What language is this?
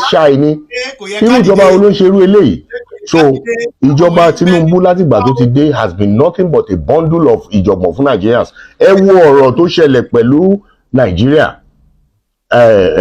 Yoruba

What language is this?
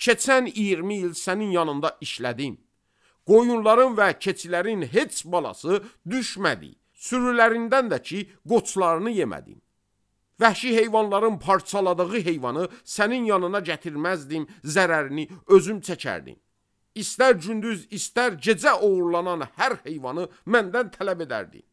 Azerbaijani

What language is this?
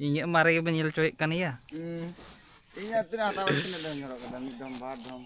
Santali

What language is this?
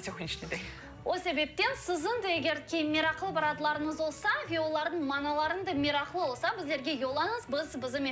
Crimean Tatar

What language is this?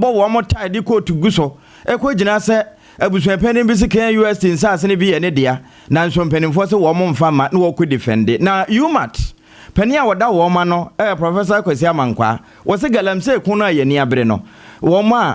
Akan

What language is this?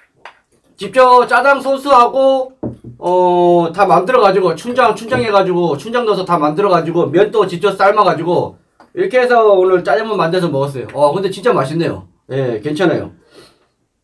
Korean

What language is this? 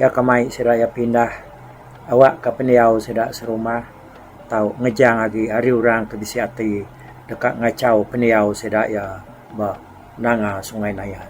Iban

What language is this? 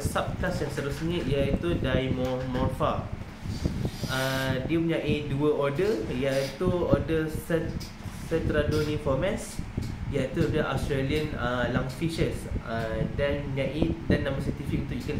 Malay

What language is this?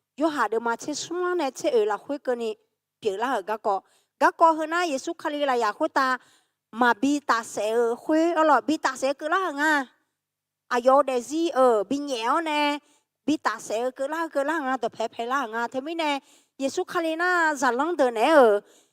Akha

